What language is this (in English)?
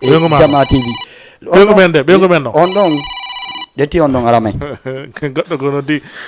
Fula